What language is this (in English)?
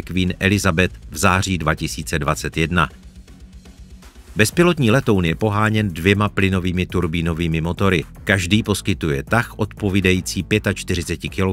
Czech